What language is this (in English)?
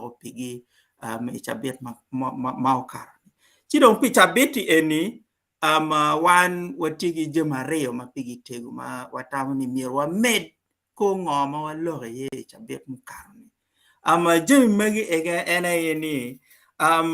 Acoli